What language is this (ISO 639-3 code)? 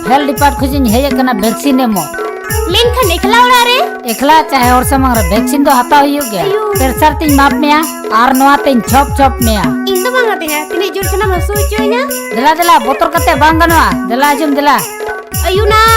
sat